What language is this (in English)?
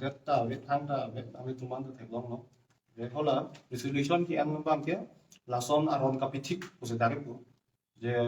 Karbi